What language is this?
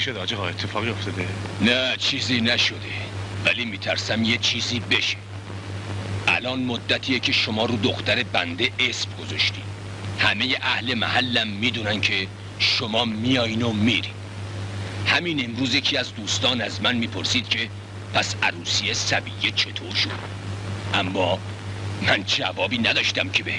Persian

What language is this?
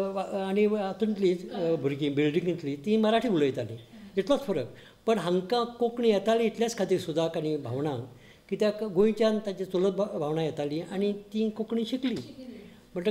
Konkani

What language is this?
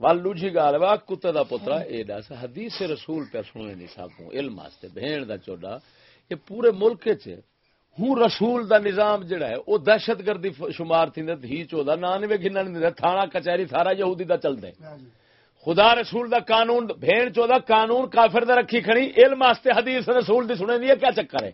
Saraiki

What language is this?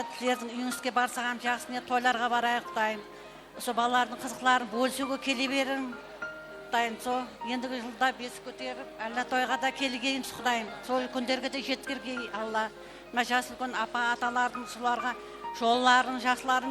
Kara-Kalpak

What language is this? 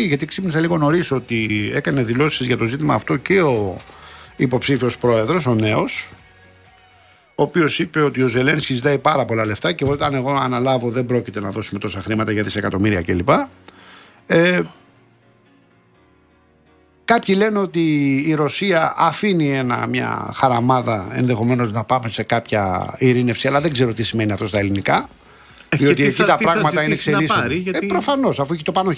Greek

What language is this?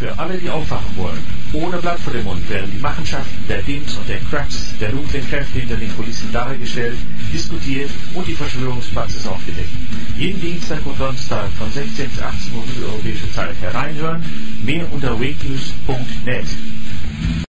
German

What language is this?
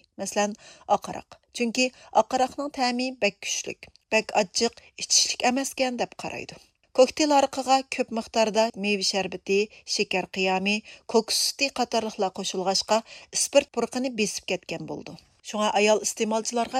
Uyghur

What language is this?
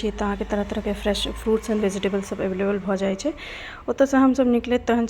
Maithili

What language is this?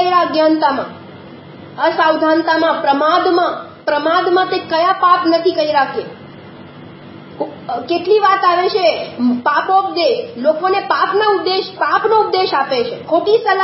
Gujarati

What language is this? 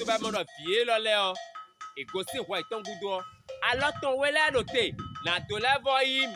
Fon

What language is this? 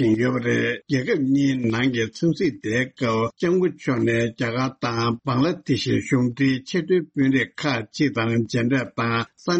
Tibetan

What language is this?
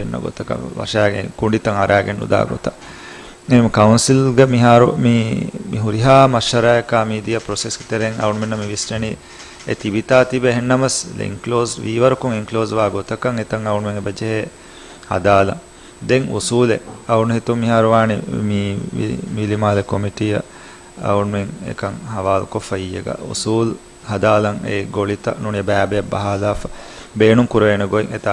Divehi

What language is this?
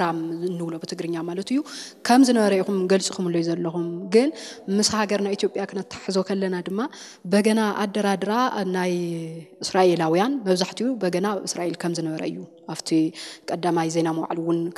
Tigrinya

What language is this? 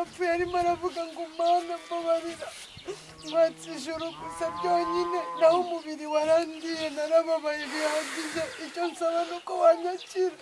Kinyarwanda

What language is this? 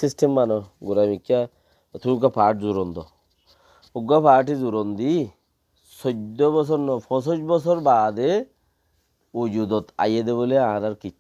Rohingya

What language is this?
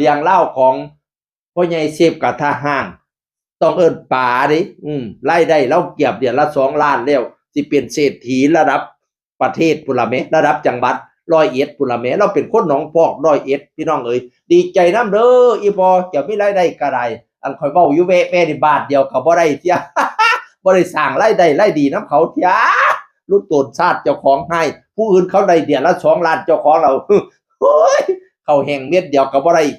Northeastern Thai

